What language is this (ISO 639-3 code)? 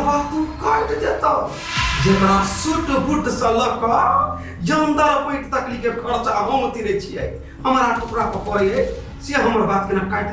mai